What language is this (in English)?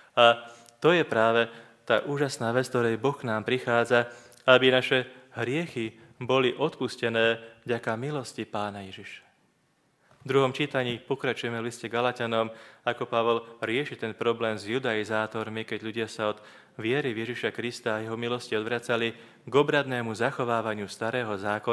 Slovak